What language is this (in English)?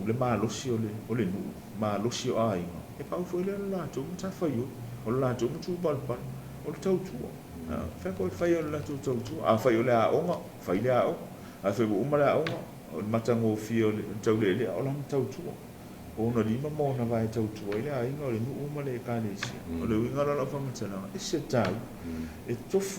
Samoan